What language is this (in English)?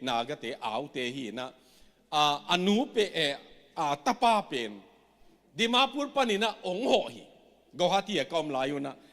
Tedim Chin